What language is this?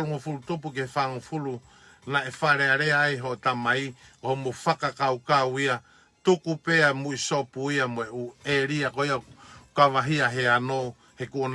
Tongan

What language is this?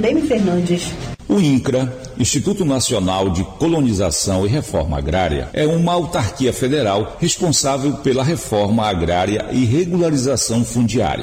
Portuguese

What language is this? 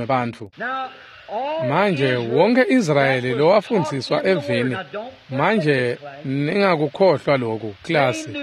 Swati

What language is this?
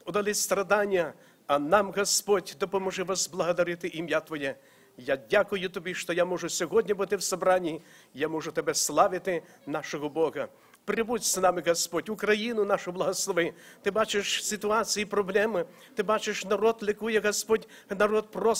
Ukrainian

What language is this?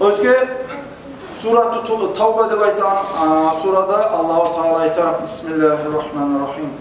Kumyk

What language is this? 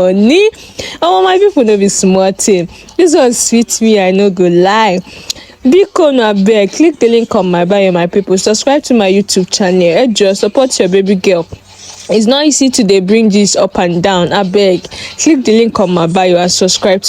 Nigerian Pidgin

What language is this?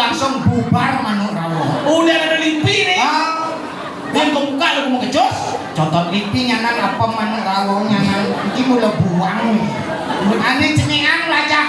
Balinese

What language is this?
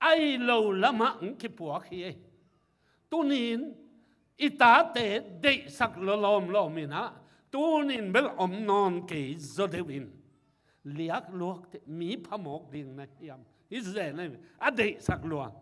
Tedim Chin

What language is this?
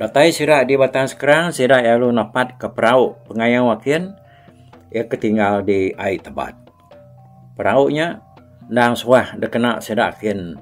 Iban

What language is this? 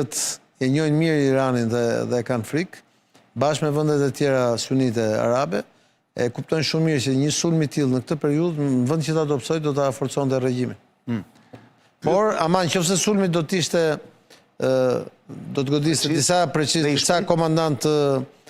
Albanian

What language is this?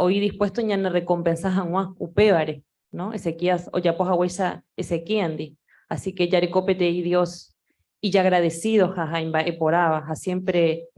Guarani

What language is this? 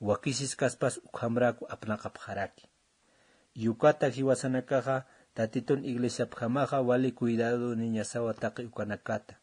Aymara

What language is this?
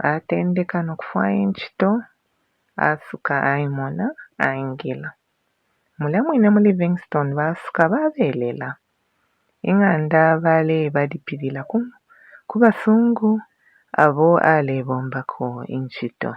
Bemba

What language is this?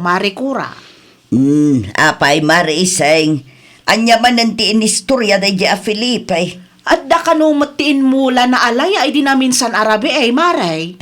Iloko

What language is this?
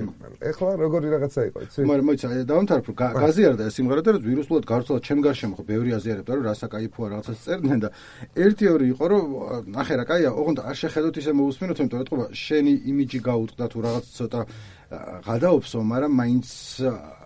Georgian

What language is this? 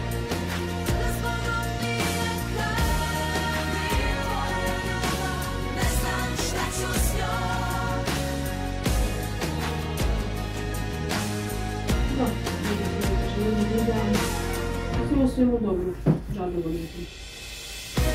Croatian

